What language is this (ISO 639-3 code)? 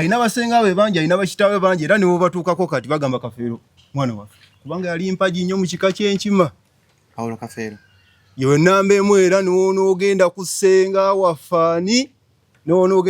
lug